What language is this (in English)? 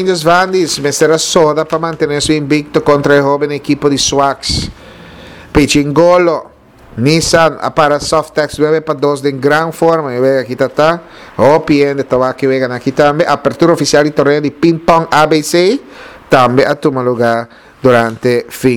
Papiamento